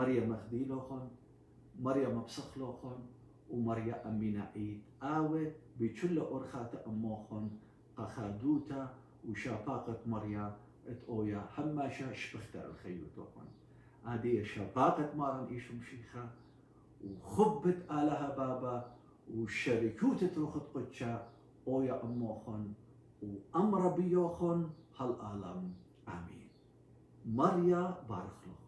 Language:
Assyrian Neo-Aramaic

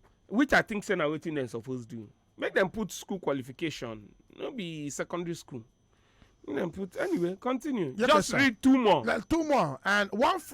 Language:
Nigerian Pidgin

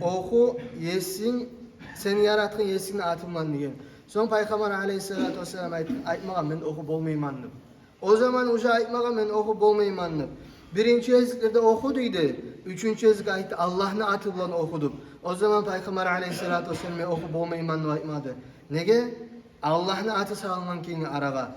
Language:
Kumyk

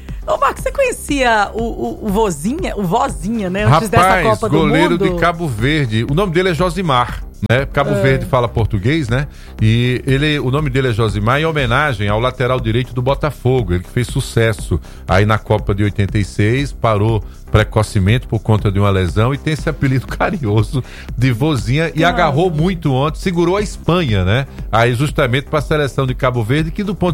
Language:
Portuguese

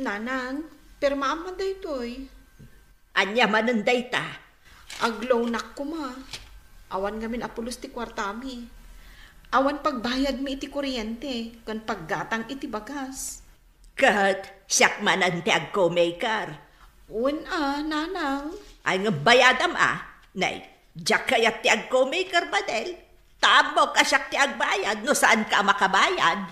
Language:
Iloko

